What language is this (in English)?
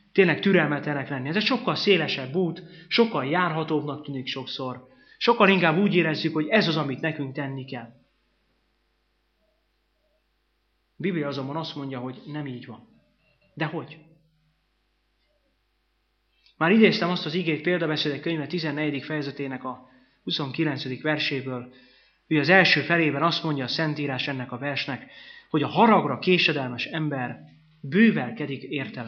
Hungarian